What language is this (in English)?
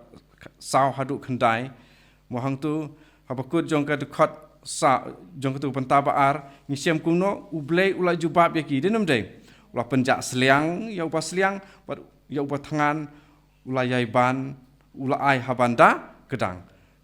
Khasi